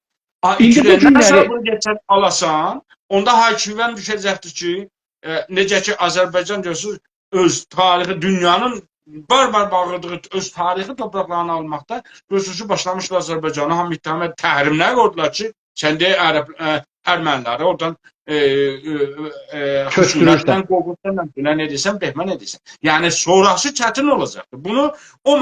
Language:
South Azerbaijani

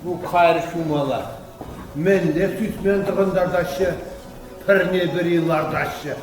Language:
Chuvash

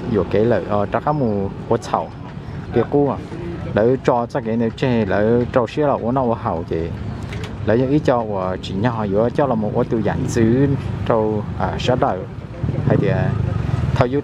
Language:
Hmong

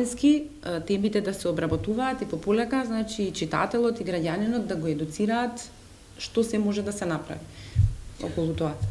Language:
Macedonian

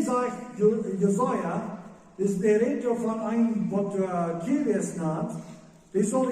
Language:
Plautdietsch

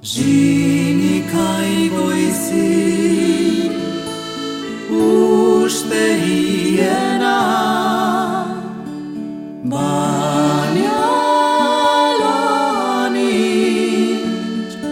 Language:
Basque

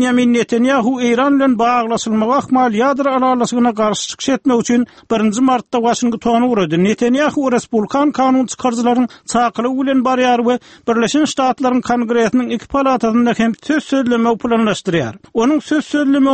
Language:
Turkmen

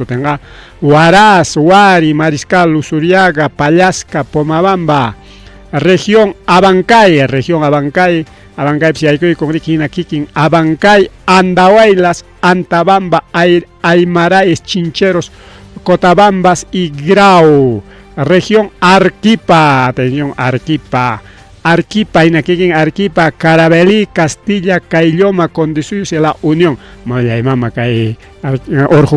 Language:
Ayacucho Quechua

